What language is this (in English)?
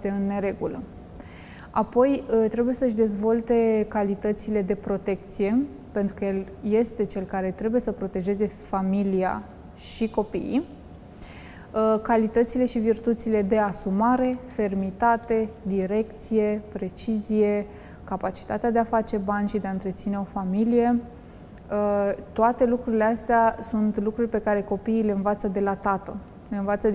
Romanian